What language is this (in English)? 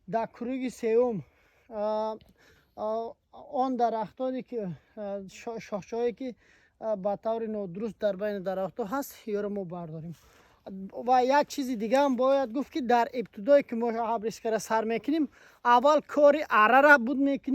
Tajik